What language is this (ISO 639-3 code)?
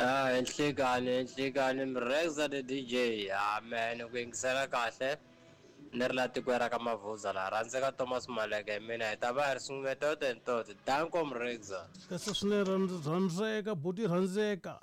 tso